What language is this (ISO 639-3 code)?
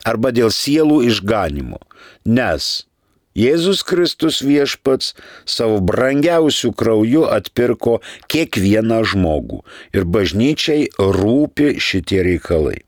lit